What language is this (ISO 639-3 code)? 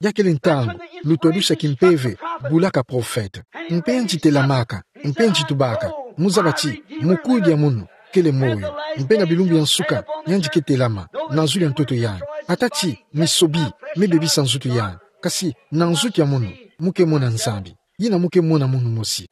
ktu